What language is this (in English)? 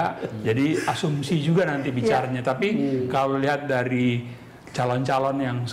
Indonesian